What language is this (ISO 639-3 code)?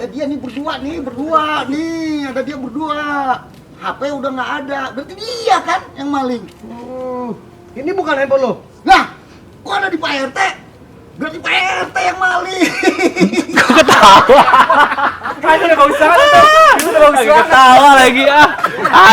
bew